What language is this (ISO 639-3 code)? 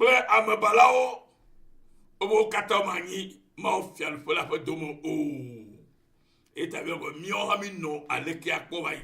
ewe